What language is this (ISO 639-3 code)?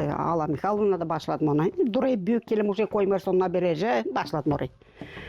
gag